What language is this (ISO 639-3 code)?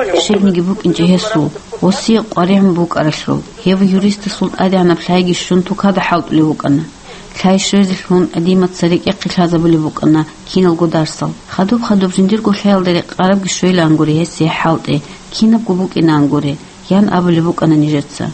ava